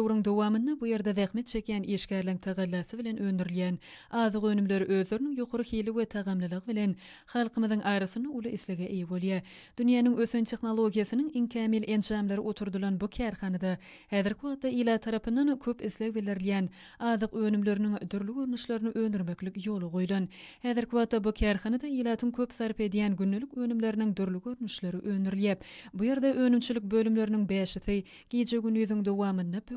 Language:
Turkmen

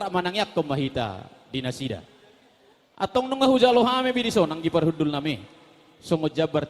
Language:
Batak Toba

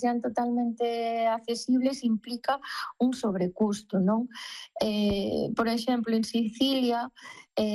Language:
Galician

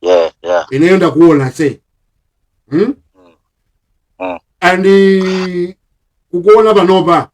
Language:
Nyanja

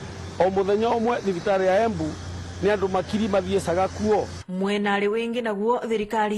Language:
Meru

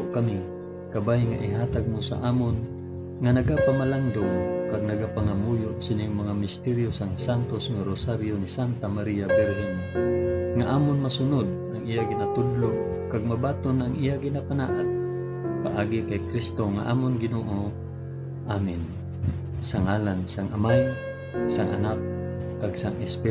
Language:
Hiligaynon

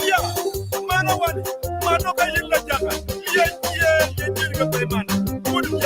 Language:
Acoli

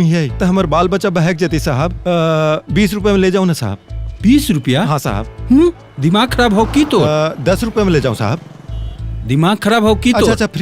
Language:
Magahi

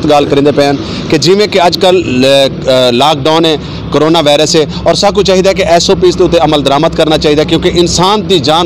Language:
Saraiki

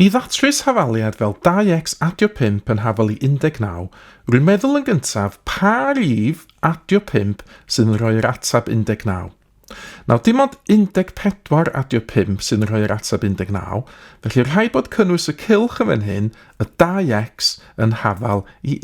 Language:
Welsh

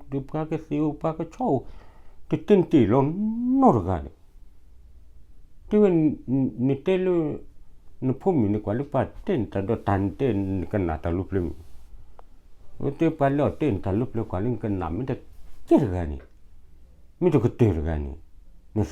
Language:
S'gaw Karen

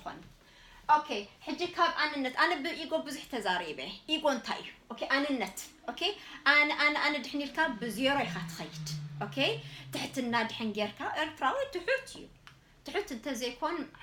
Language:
Tigrinya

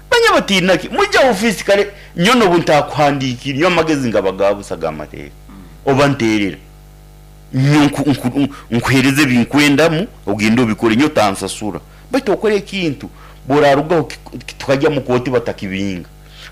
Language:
Nyankole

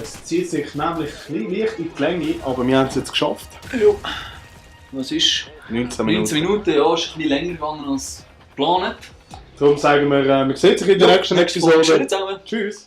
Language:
Swiss German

